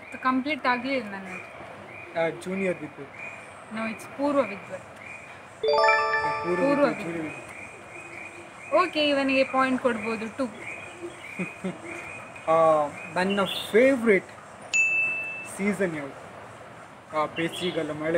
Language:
Kannada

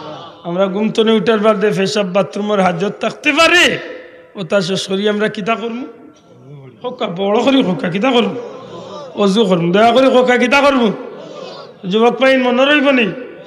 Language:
Sylheti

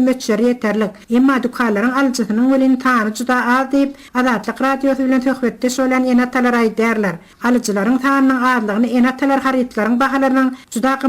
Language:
Turkmen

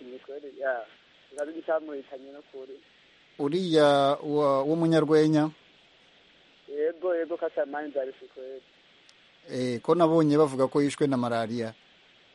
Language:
Kinyarwanda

